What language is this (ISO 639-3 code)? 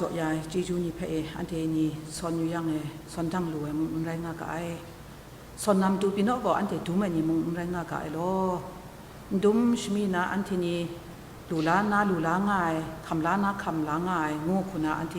kac